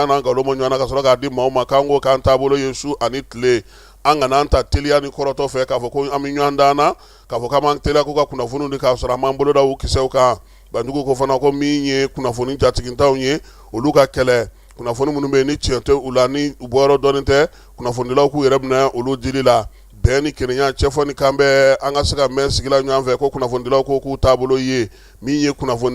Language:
Bambara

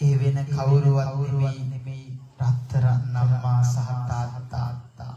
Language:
Sinhala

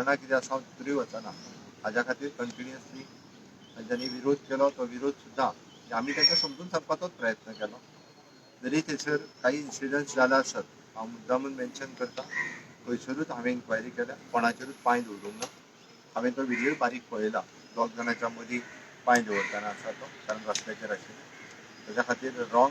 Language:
Konkani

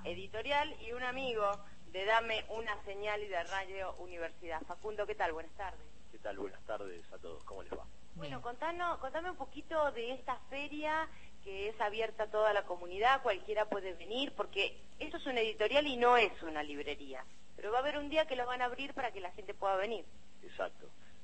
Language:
Spanish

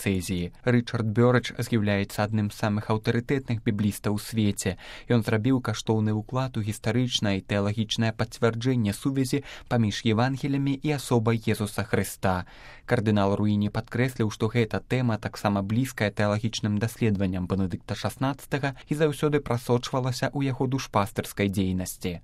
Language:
Belarusian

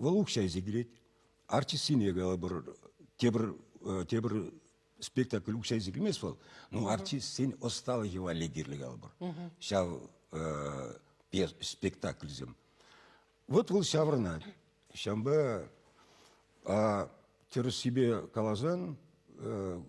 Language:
Chuvash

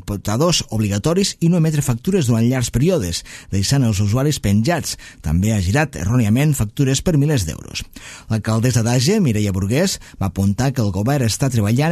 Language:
Catalan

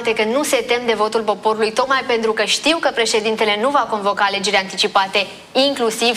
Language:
Romanian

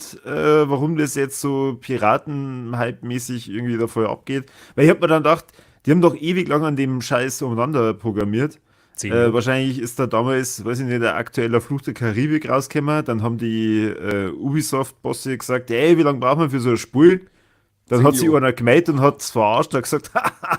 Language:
Bavarian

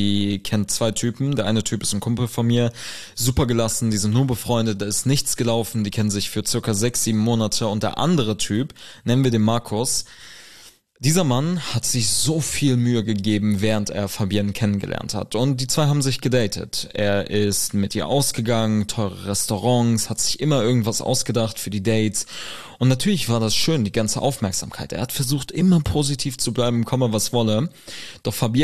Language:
German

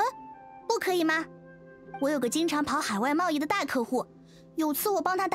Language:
Chinese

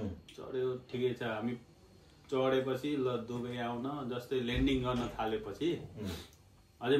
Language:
Nepali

